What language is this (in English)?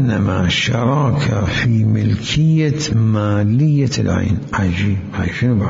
Mesopotamian Arabic